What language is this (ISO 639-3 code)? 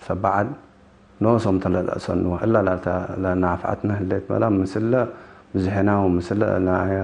tig